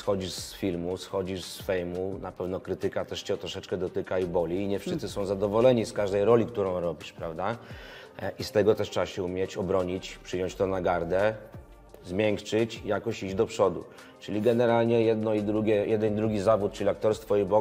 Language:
Polish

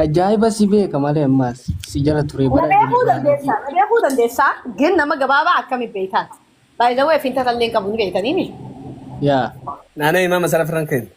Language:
Oromo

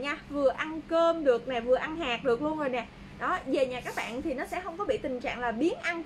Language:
Vietnamese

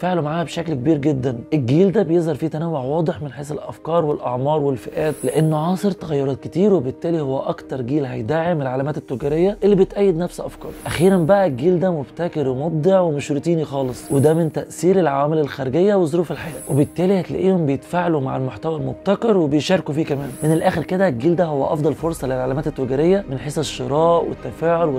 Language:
Egyptian Arabic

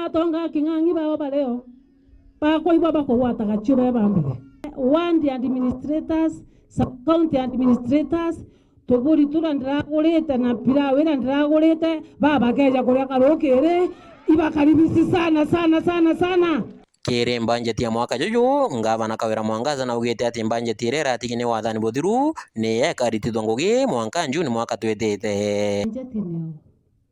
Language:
Meru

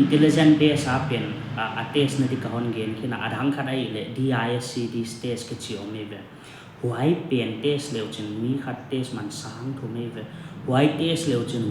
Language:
Paite Chin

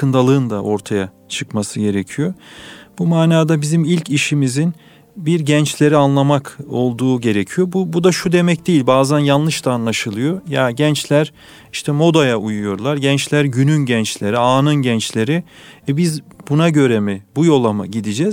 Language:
Turkish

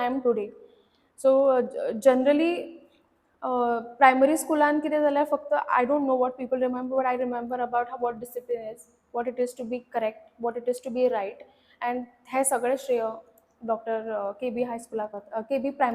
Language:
Konkani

